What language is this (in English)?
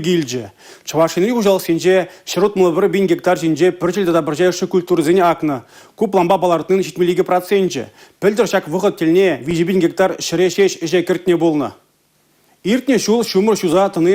Chuvash